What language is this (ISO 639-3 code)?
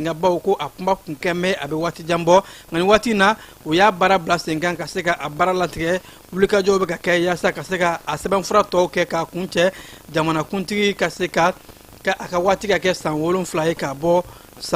bam